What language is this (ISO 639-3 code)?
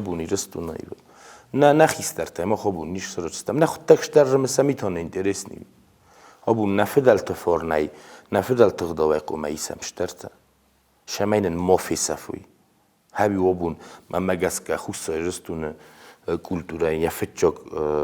oss